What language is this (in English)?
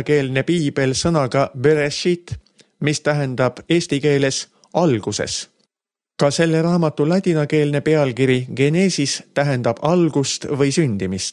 Estonian